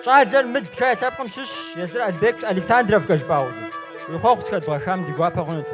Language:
Kabardian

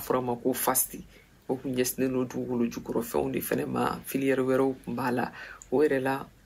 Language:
Bambara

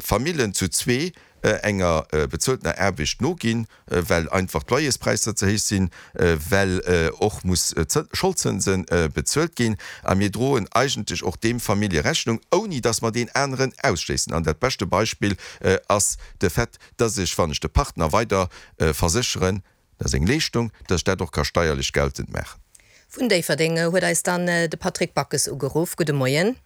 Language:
Luxembourgish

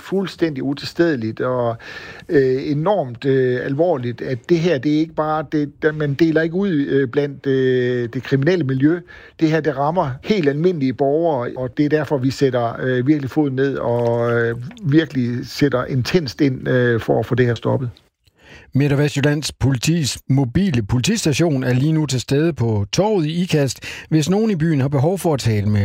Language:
Danish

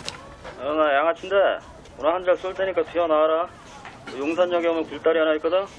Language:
Korean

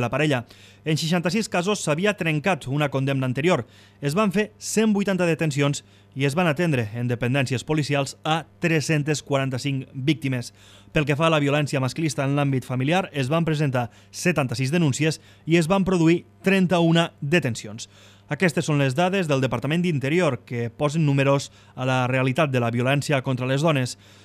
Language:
Catalan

